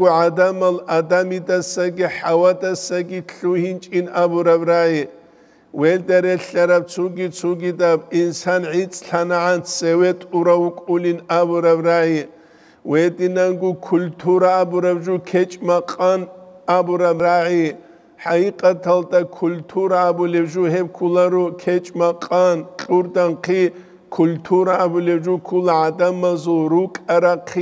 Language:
Avaric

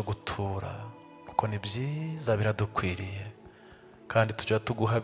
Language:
Kinyarwanda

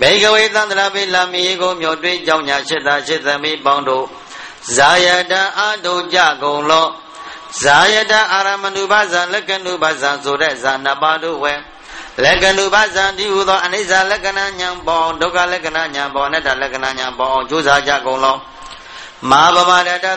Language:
Burmese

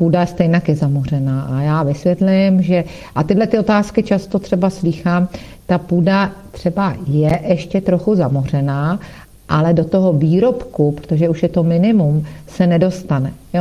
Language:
Czech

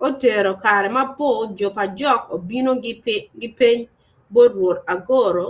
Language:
Acoli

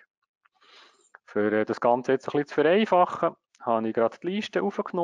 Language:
German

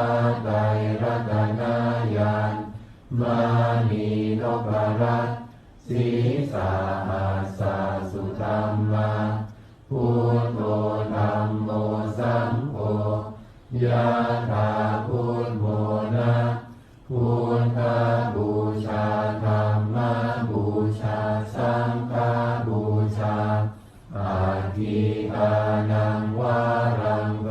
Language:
Pali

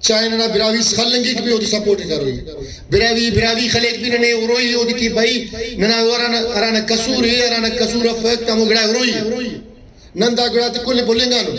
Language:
Brahui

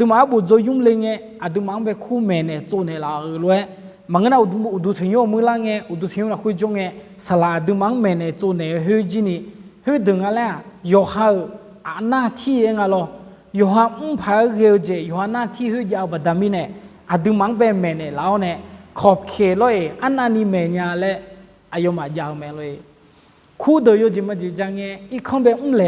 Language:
Akha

